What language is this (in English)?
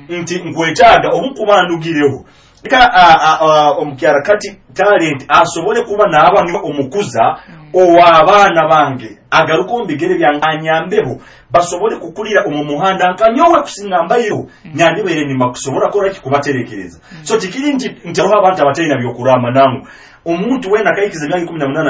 Nyoro